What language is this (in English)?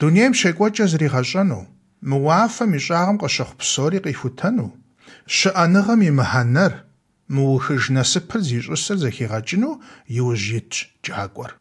Kabardian